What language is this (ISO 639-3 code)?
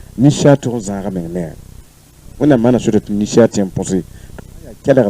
mos